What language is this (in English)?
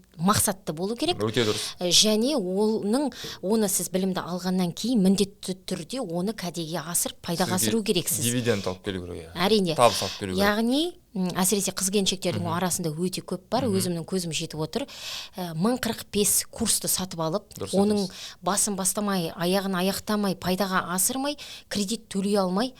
Kazakh